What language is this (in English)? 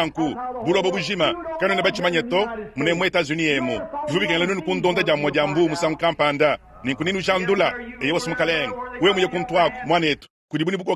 Luba-Lulua